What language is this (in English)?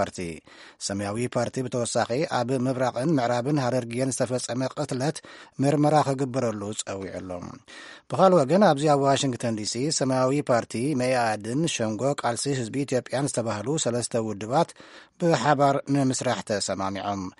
Tigrinya